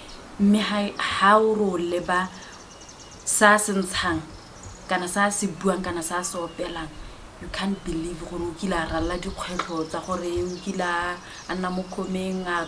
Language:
Tswana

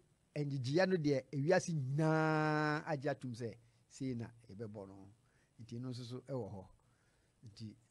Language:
Akan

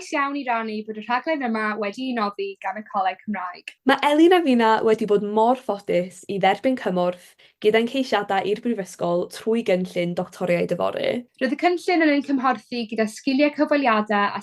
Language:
Welsh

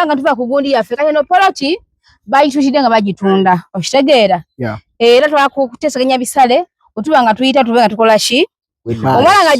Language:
Ganda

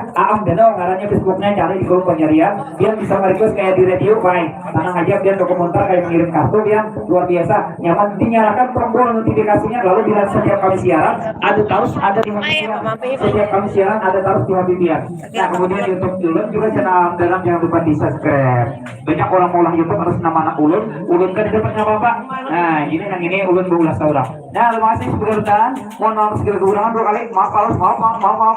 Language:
Banjar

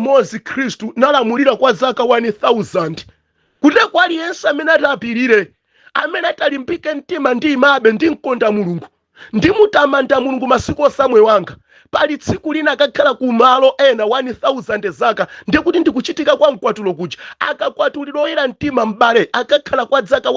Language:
Nyanja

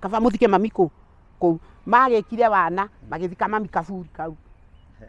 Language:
Kikuyu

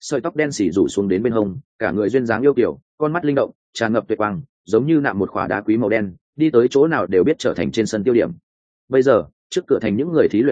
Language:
Vietnamese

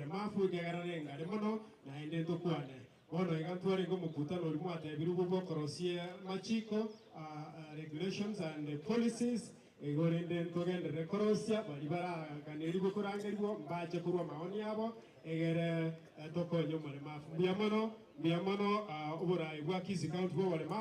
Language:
Gusii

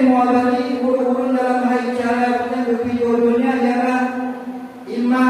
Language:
Achinese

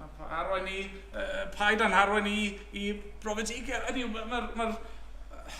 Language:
Welsh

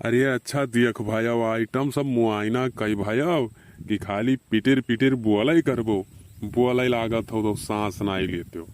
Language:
Awadhi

